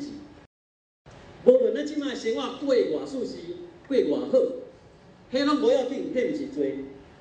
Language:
Min Nan Chinese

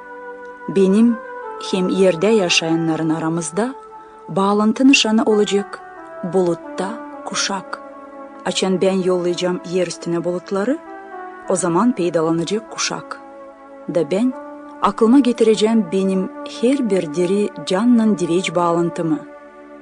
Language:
Gagauz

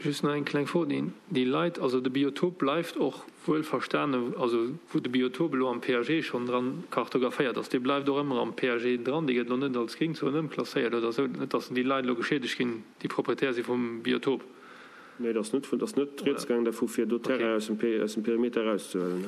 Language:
Luxembourgish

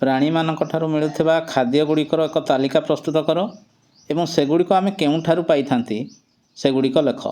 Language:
Odia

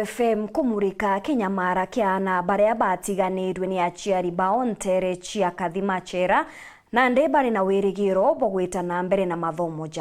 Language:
Meru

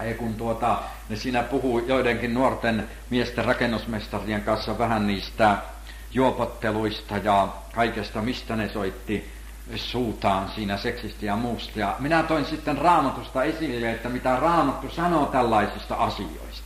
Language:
Finnish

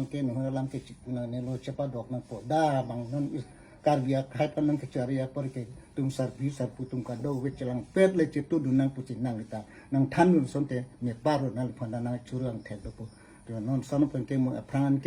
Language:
Karbi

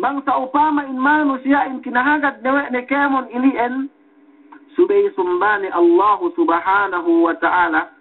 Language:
Yakan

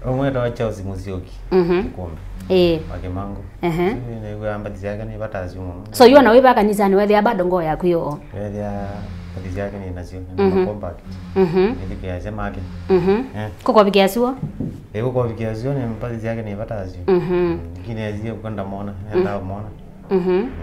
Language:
Kamba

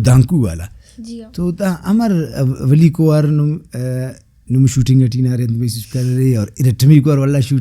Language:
Brahui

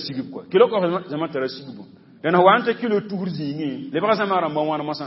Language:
Mossi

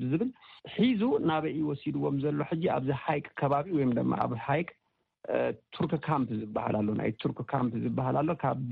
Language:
Tigrinya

